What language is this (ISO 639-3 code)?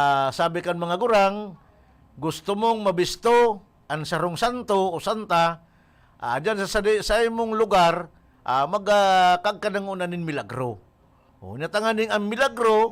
bik